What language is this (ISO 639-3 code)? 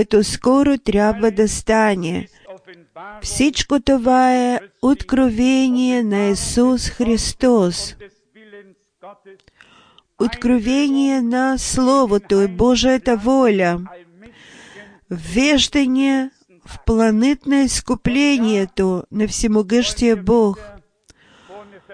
bul